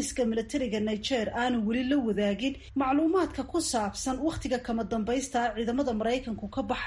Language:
Somali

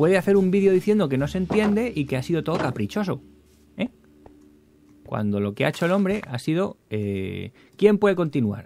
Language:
Spanish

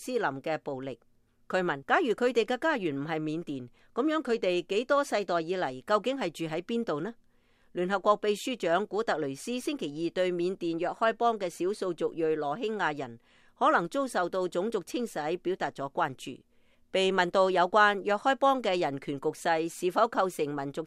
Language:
Cantonese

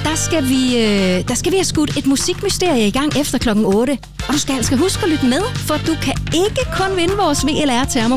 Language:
Danish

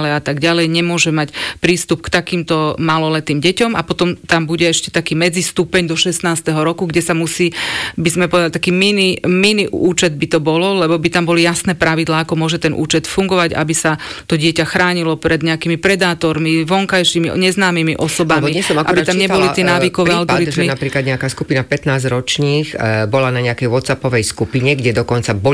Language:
Slovak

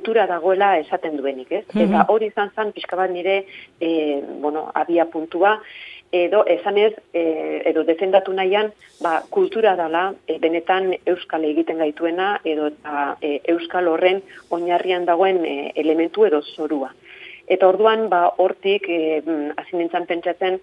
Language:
Basque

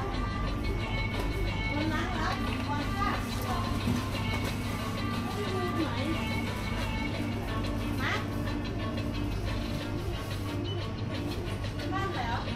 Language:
Finnish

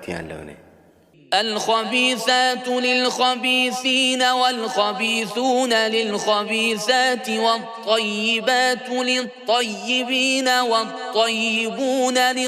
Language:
Turkmen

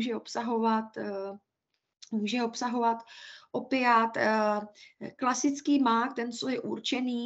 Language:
Czech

